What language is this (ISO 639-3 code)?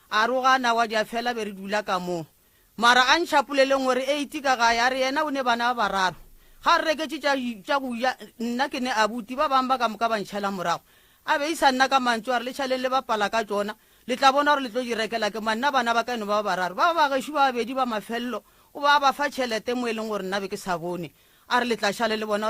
nso